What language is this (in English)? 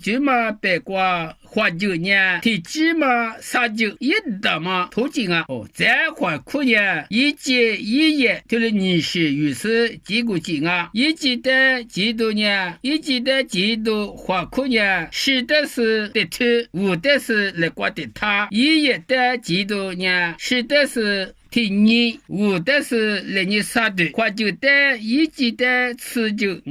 Lisu